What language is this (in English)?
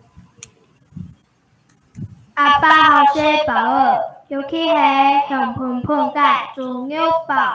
Hakka Chinese